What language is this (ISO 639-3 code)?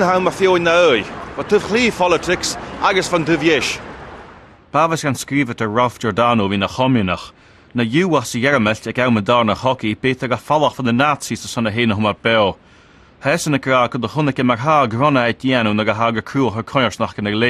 gla